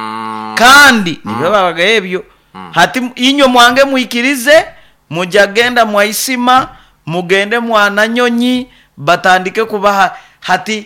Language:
Nyoro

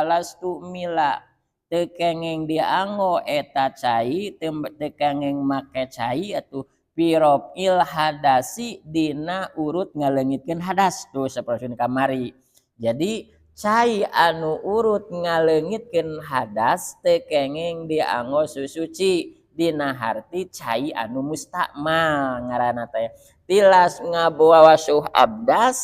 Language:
Sundanese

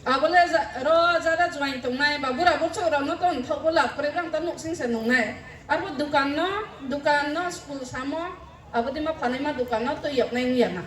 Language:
Riang (India)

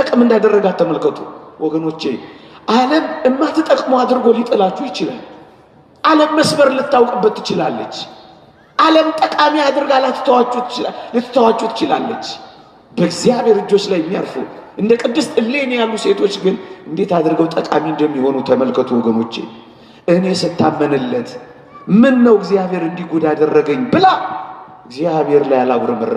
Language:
Amharic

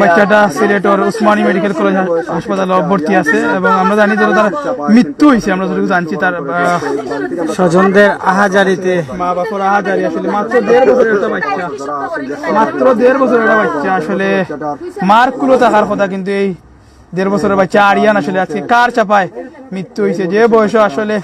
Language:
Sylheti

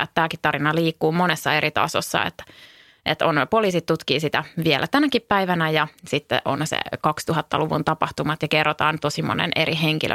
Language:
Finnish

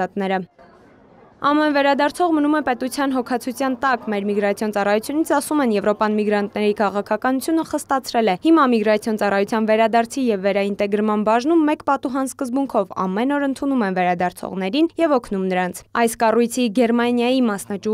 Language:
Armenian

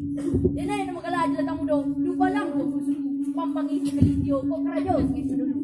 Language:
Minangkabau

